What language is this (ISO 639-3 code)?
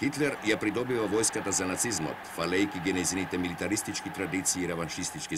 mkd